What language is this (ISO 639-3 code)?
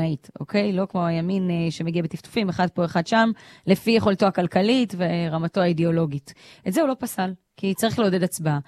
heb